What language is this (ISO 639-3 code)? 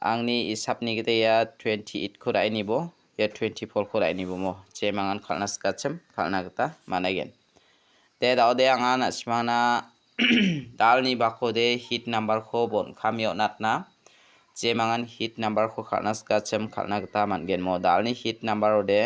grt